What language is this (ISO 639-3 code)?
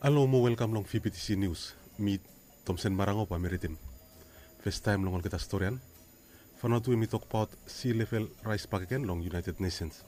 bis